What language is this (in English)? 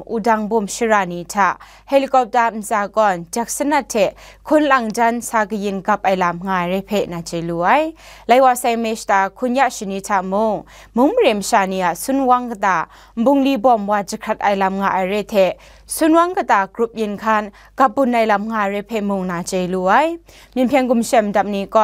Kachin